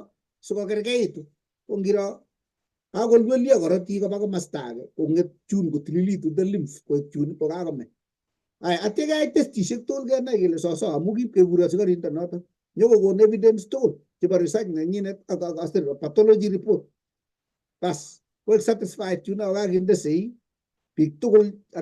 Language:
Kalenjin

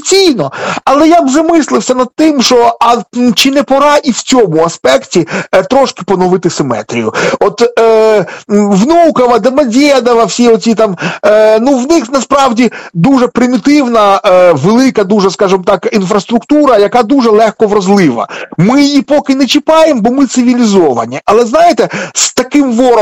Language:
Ukrainian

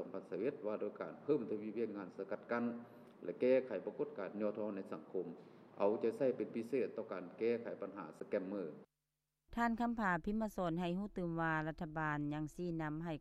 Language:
Lao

